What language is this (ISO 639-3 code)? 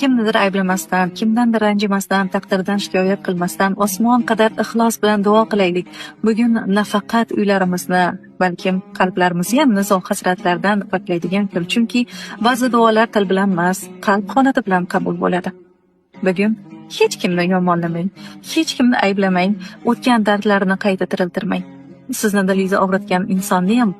uzb